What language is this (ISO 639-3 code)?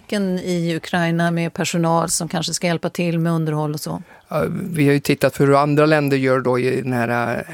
swe